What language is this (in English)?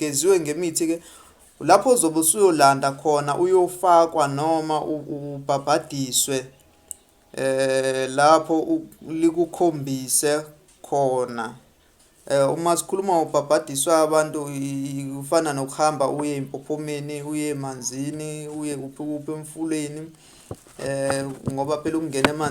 Zulu